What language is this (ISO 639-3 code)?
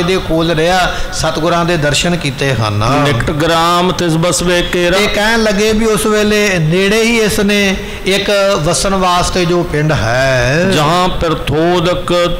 pan